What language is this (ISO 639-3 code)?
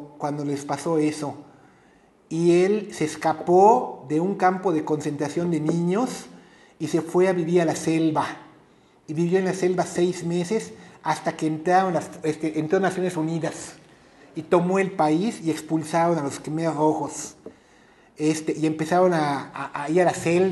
spa